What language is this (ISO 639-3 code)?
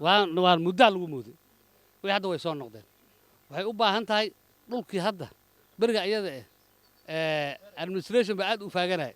som